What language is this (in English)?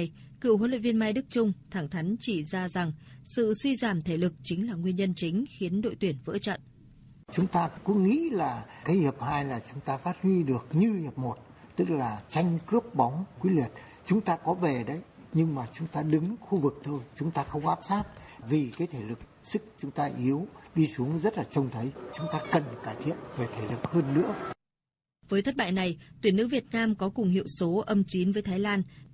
Vietnamese